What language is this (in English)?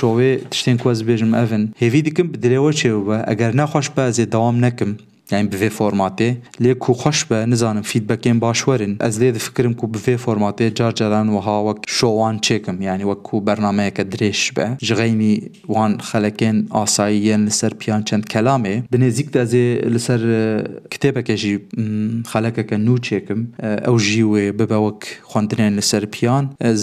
Kurdish